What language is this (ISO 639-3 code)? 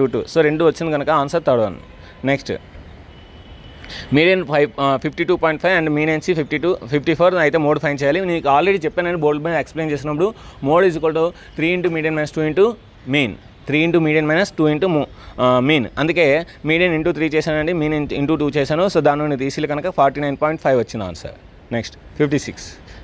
tel